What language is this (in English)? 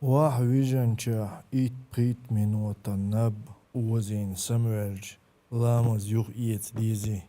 Chechen